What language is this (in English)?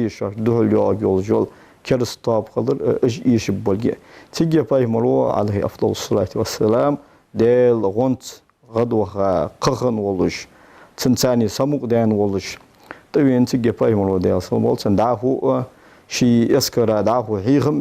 Ingush